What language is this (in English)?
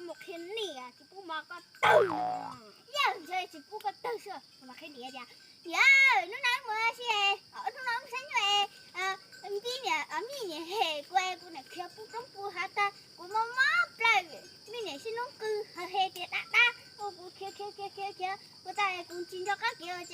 Hmong